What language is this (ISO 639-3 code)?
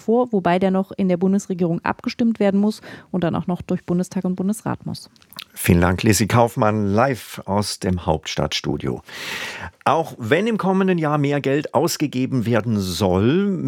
deu